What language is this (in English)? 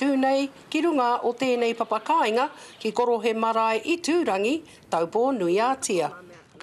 Māori